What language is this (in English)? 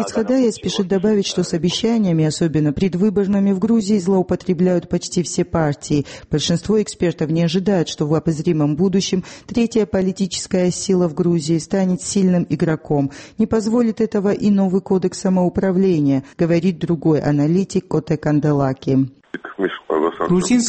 Russian